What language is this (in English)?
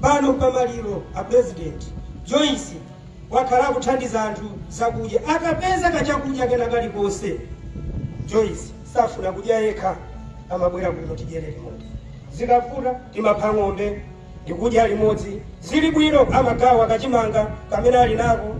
Nyanja